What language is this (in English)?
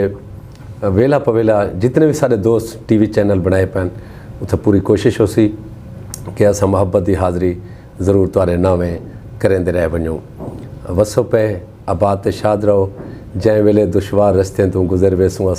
Saraiki